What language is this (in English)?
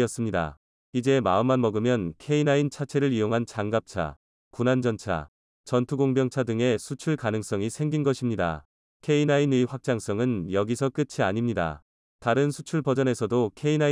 Korean